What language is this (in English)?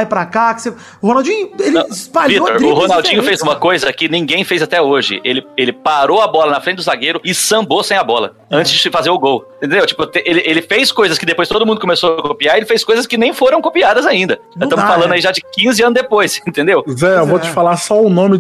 Portuguese